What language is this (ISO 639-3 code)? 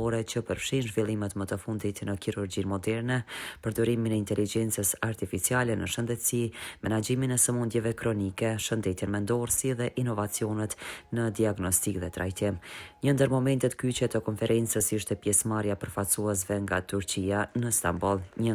sqi